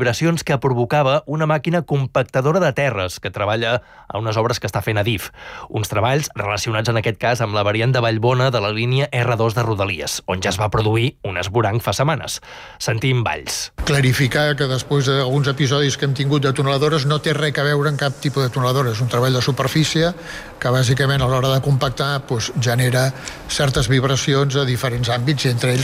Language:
Catalan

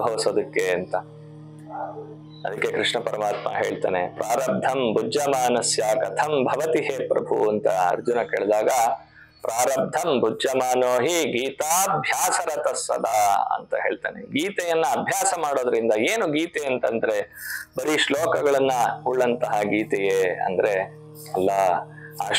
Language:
Kannada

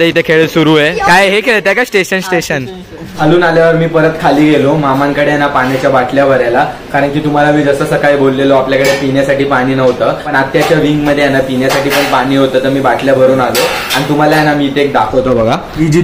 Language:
Marathi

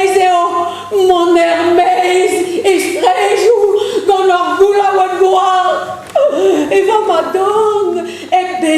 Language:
Breton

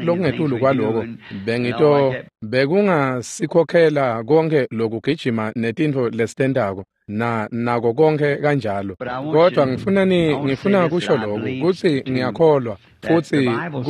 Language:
Swati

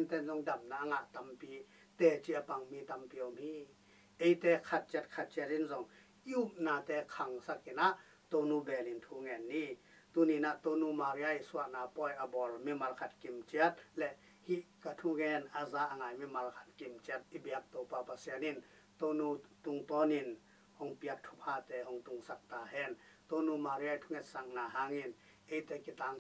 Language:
Tedim Chin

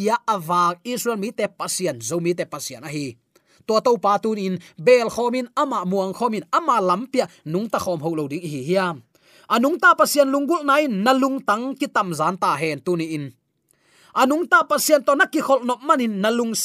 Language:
Tedim Chin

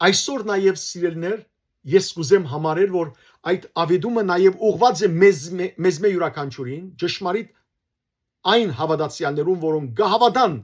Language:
Western Armenian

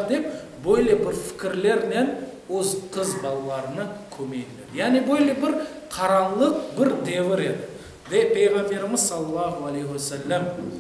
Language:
Crimean Tatar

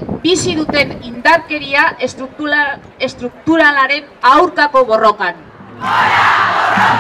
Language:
Basque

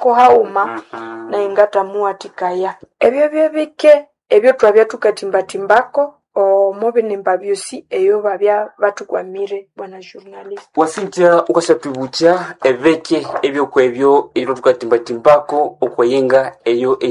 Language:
Nande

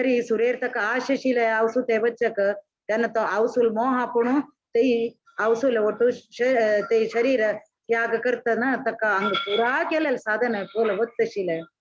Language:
Konkani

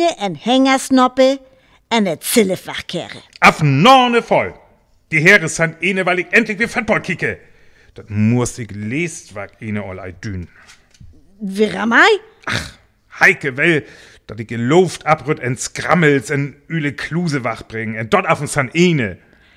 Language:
Northern Frisian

